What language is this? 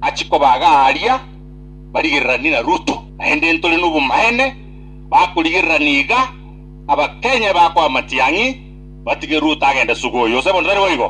Gusii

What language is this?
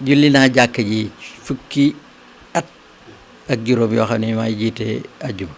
Wolof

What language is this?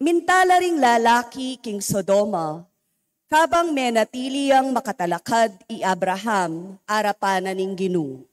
Pampanga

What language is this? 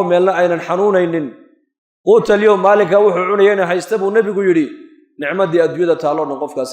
Somali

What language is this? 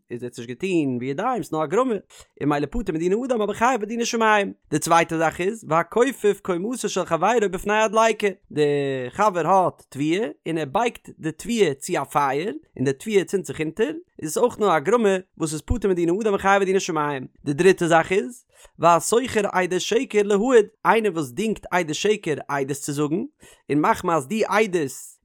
Yiddish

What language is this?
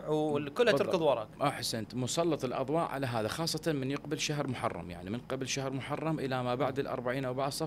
Mesopotamian Arabic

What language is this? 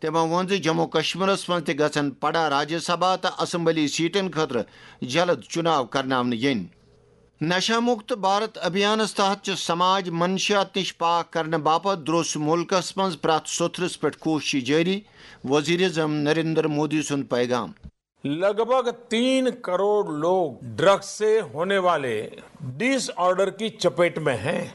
Kashmiri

